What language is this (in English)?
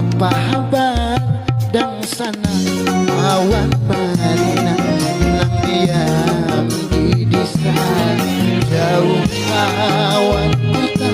Banjar